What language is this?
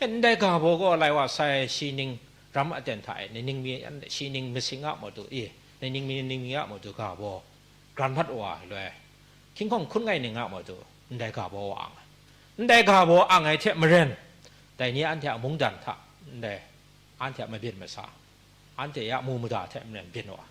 Kachin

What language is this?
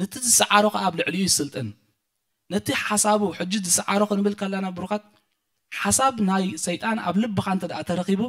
Tigrinya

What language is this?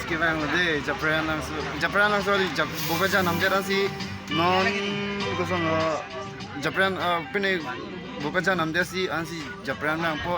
Karbi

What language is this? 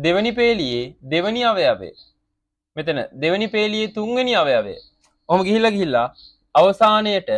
Sinhala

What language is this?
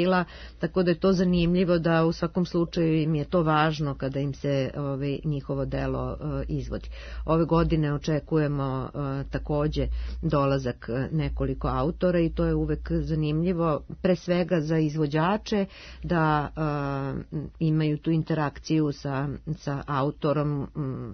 Serbian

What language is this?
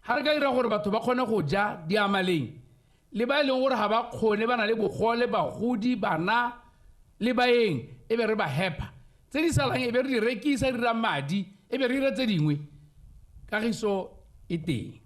Tswana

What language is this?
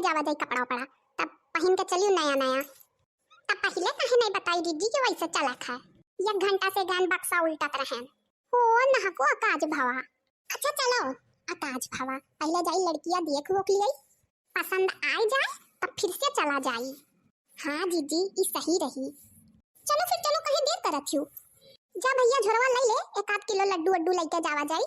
Awadhi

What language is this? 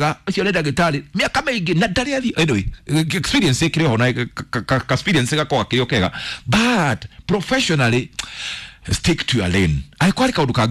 Kikuyu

